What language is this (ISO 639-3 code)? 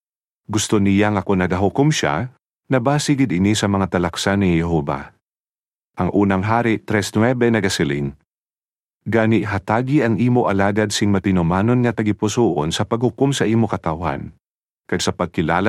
hil